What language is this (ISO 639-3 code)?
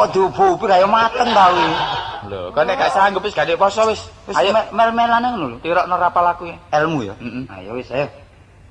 jav